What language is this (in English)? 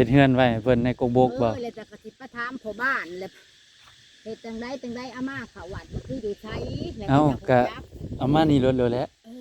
Northeastern Thai